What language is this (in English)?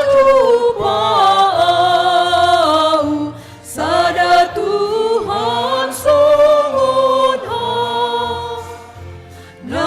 Batak Simalungun